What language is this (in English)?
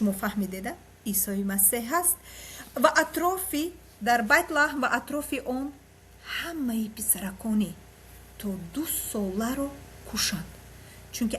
Tajik